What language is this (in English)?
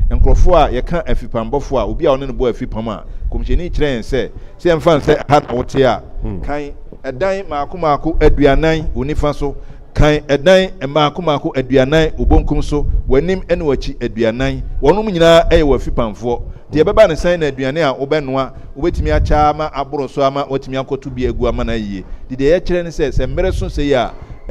Akan